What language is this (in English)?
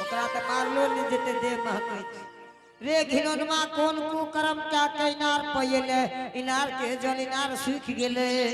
Angika